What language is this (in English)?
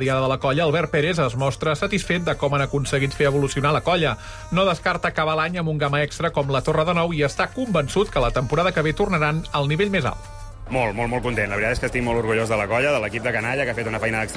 Catalan